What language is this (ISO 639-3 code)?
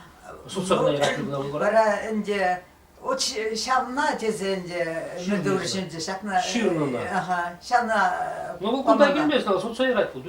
chv